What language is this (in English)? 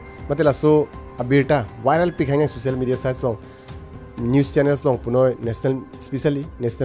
Karbi